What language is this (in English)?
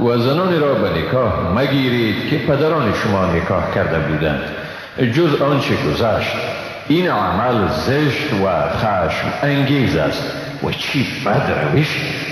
Persian